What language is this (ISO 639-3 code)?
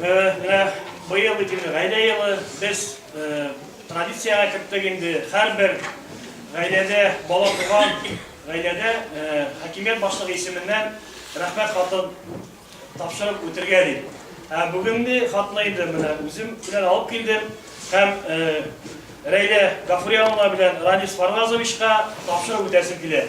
bak